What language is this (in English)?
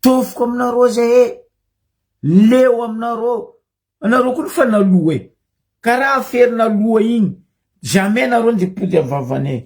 Malagasy